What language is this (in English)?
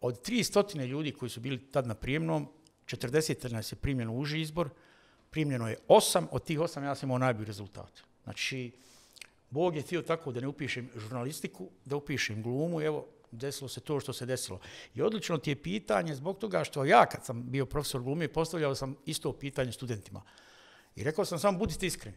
Bosnian